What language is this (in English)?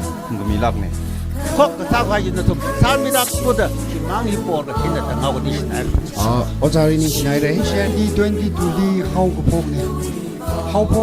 Tangkhul Naga (India)